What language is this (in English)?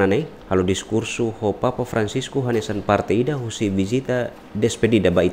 Tetum